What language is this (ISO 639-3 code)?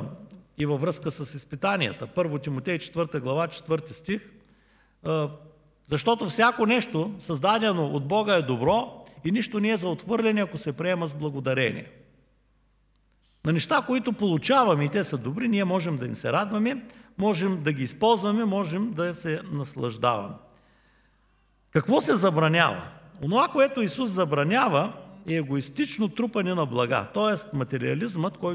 bul